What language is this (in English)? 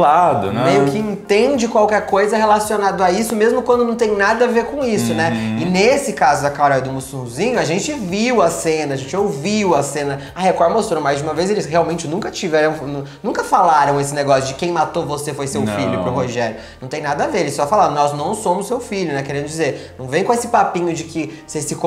Portuguese